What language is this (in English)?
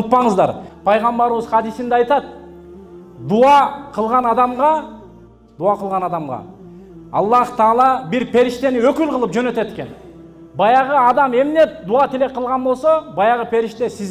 Kyrgyz